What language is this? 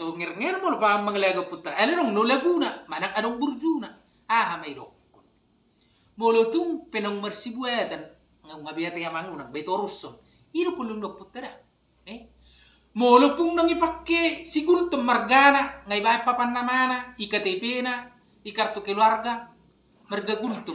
Batak Toba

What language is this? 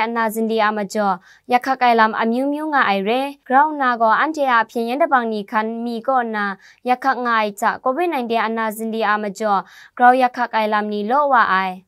Kachin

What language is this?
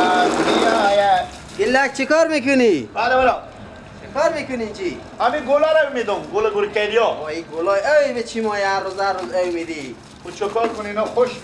Persian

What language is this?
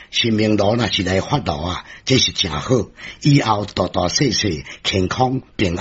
Min Nan Chinese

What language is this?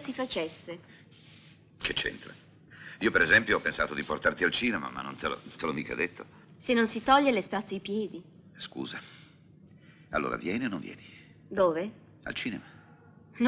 Italian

